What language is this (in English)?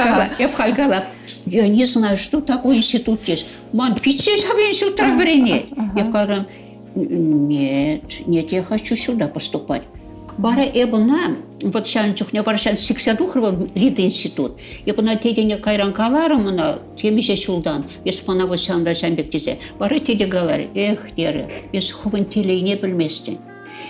Chuvash